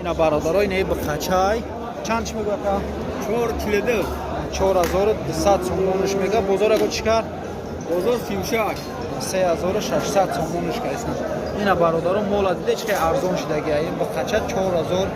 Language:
Tajik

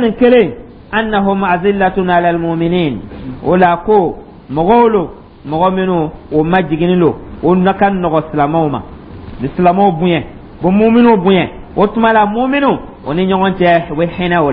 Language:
Dyula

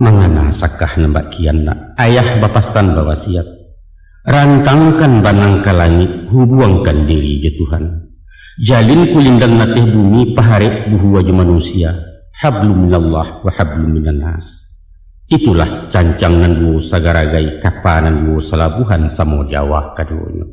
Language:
Minangkabau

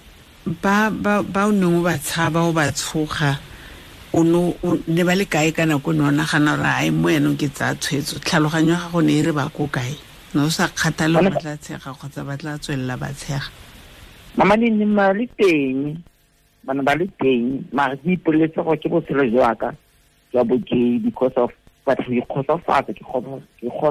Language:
Tswana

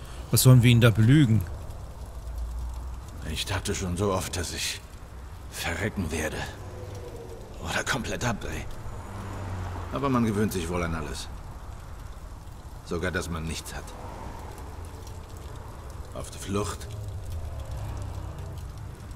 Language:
German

